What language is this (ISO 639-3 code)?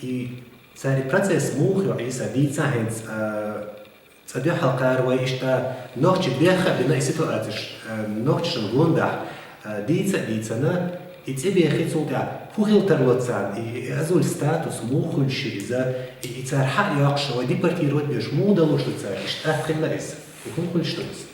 che